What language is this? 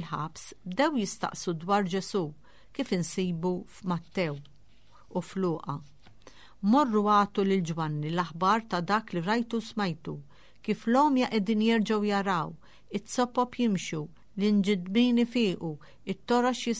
Maltese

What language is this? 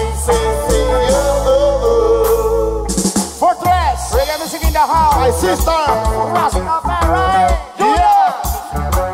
Spanish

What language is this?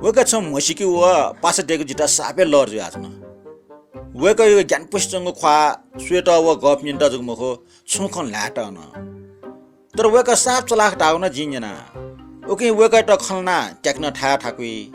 Newari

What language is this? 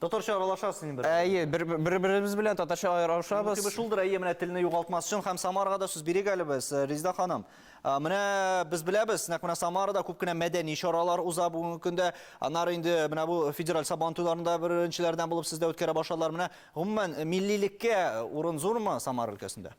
Tatar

